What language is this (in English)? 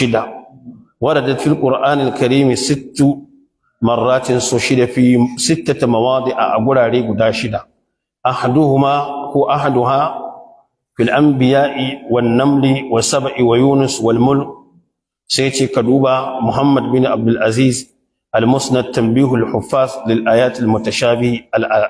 Hausa